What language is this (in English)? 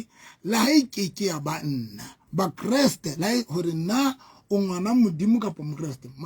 Southern Sotho